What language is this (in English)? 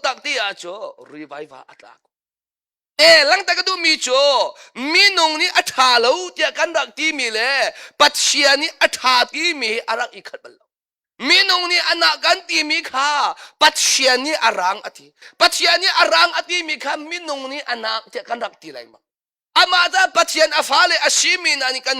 Hakha Chin